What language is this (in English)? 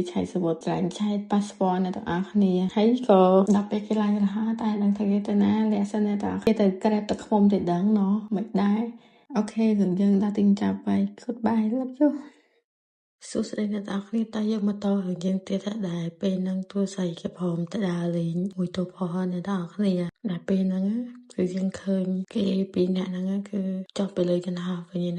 Khmer